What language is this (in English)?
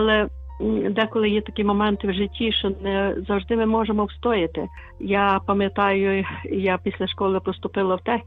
Ukrainian